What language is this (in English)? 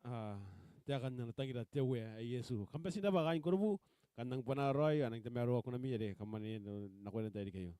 Gilbertese